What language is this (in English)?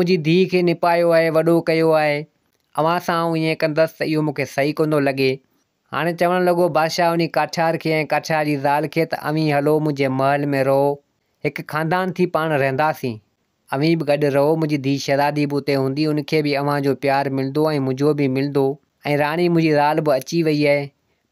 Sindhi